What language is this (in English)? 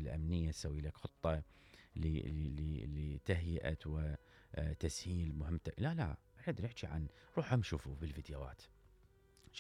Mesopotamian Arabic